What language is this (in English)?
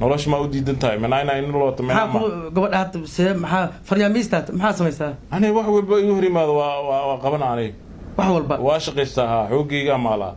Somali